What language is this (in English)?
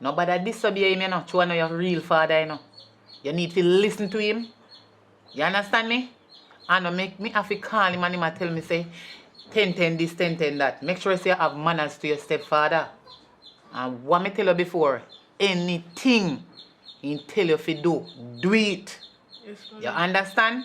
Jamaican Creole English